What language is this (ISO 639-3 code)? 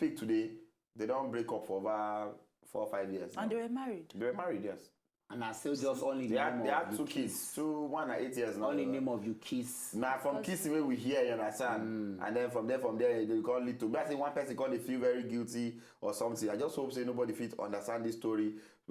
pcm